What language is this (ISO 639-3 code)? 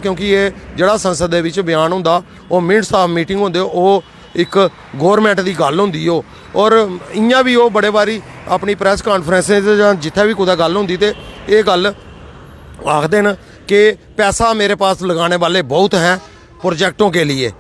doi